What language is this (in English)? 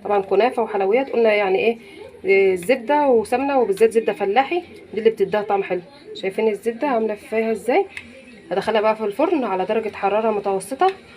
Egyptian Arabic